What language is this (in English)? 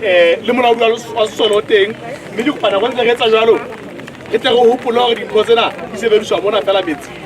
Southern Sotho